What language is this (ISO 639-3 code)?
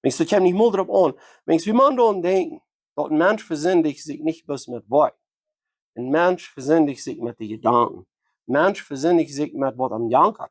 pdt